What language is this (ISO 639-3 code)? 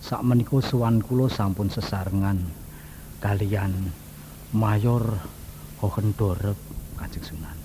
jav